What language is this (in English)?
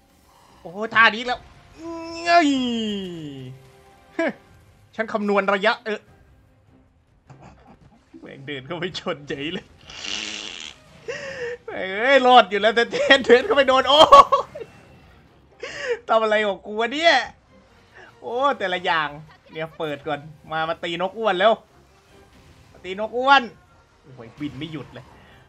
Thai